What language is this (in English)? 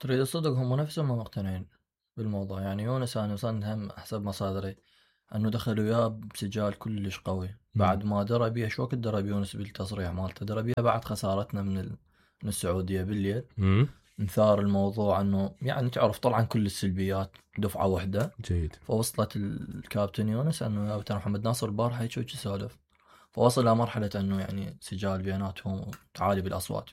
Mesopotamian Arabic